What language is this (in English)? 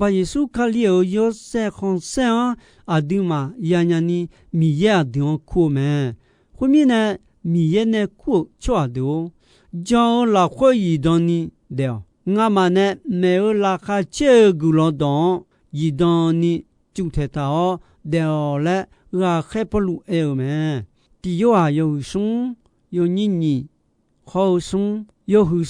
Akha